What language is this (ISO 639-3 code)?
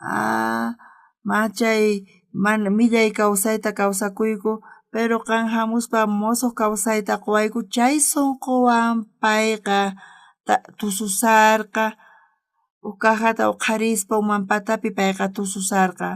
quh